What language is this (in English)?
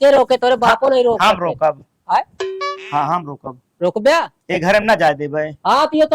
Awadhi